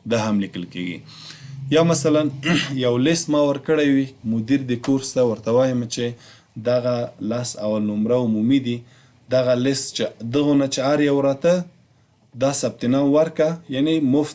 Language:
Pashto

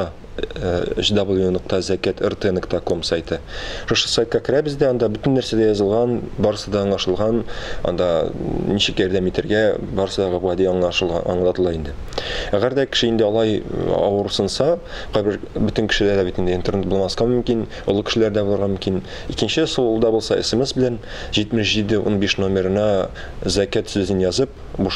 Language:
Tatar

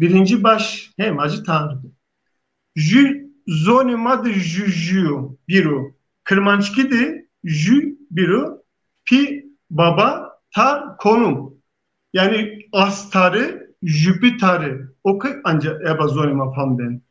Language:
Zaza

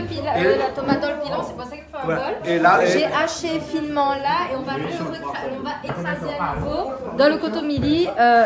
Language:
Réunion Creole French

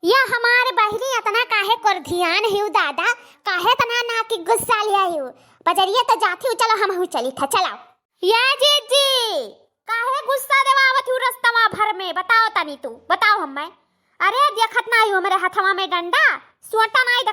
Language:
Awadhi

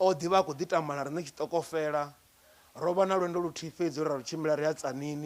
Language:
Venda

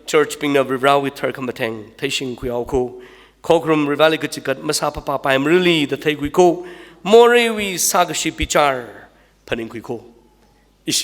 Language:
Tangkhul Naga (India)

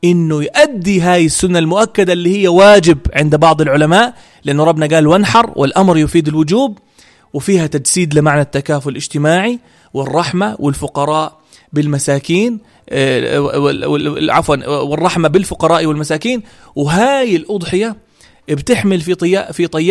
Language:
North Levantine Arabic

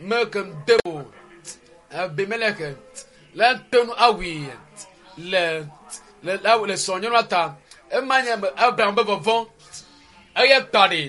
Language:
Ewe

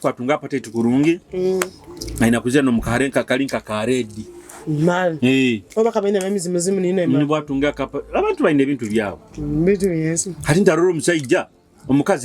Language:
Nyoro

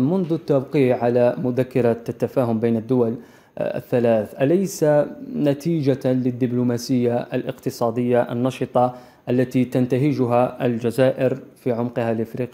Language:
Arabic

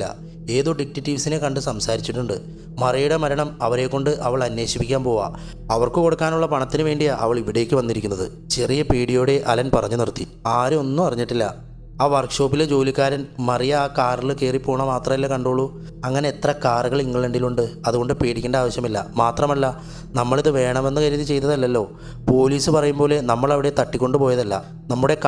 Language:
Malayalam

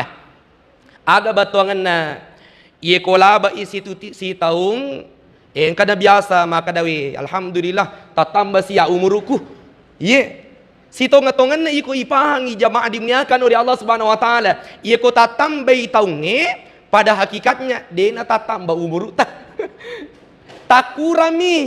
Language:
Buginese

